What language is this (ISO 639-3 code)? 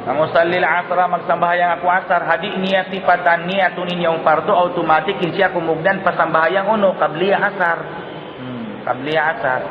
tsg